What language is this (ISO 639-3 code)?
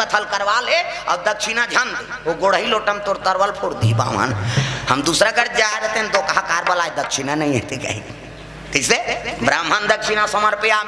hne